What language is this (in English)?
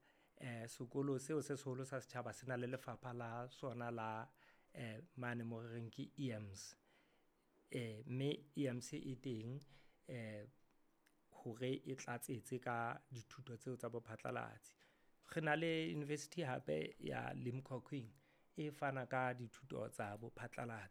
Southern Sotho